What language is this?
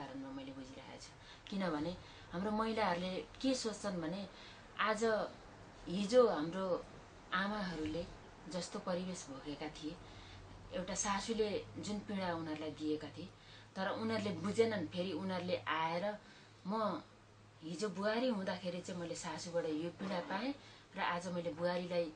Nepali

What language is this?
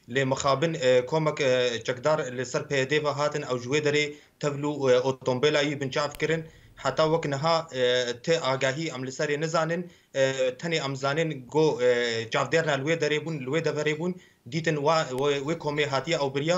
Kurdish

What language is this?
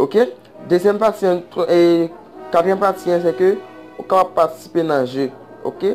Haitian Creole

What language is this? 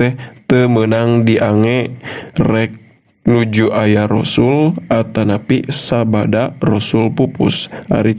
Sundanese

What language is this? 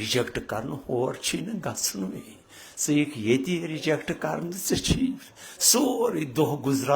Kashmiri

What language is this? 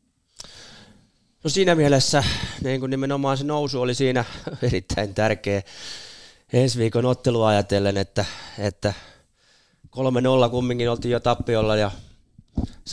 Finnish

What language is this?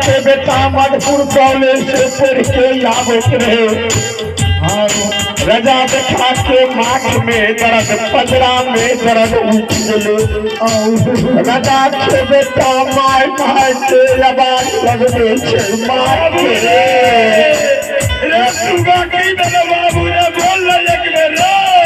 Maithili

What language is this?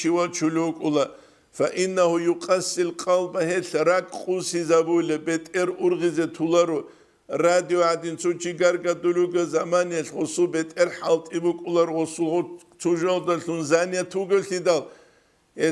Avaric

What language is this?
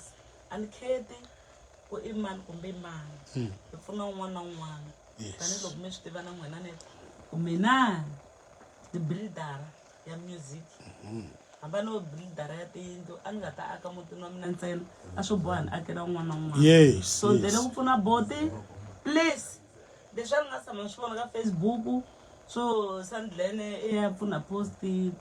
Tsonga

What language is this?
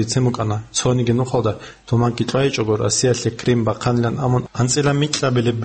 Avaric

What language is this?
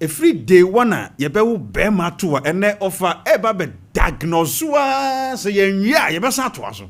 Akan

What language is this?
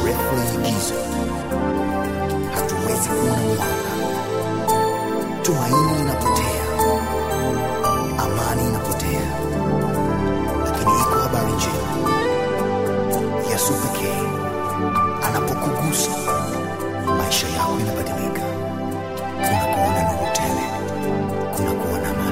Swahili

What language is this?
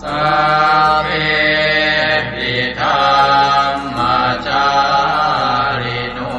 Pali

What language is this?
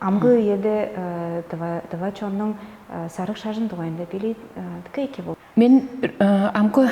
Tuvinian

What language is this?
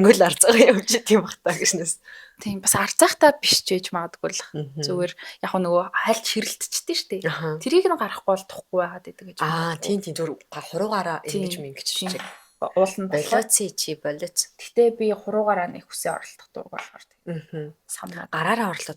Mongolian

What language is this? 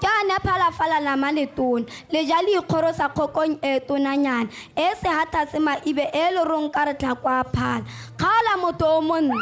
Tswana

